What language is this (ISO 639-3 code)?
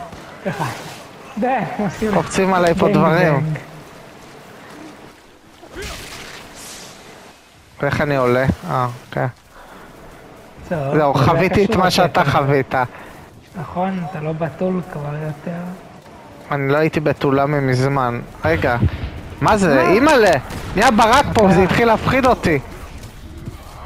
heb